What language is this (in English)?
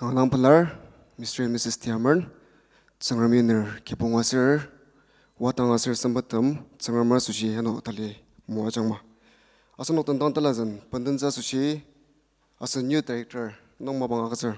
Ao Naga